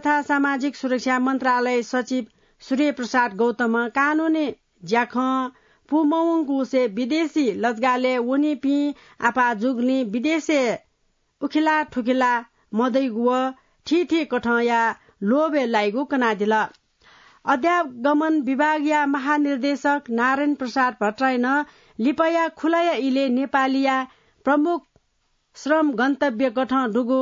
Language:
Newari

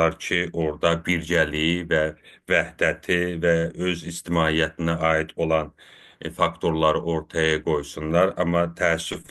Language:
South Azerbaijani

